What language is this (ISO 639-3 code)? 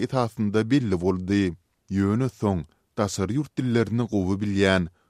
tuk